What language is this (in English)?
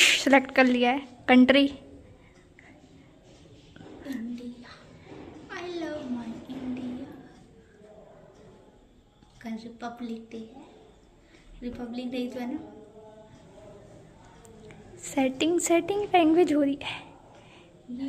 Hindi